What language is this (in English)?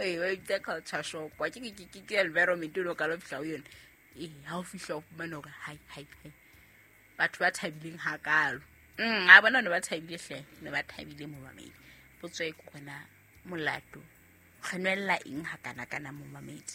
Southern Sotho